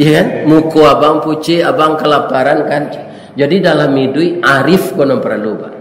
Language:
Minangkabau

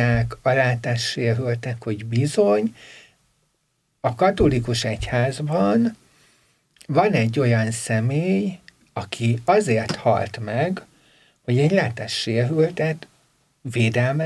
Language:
Hungarian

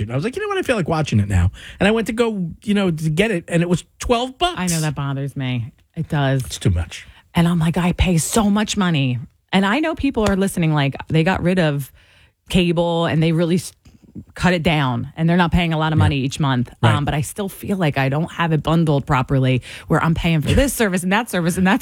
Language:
English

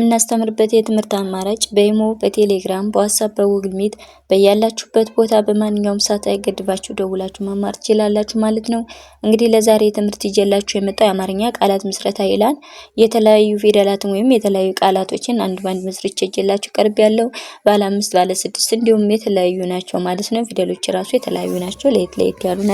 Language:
Amharic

